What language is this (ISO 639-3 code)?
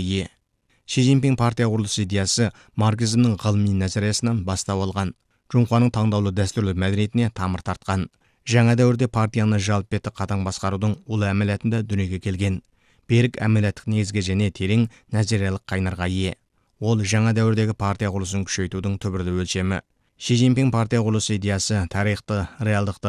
kaz